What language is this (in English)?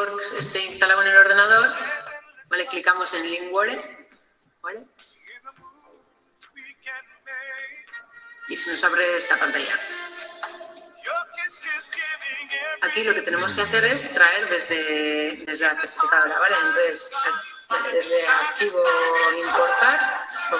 Spanish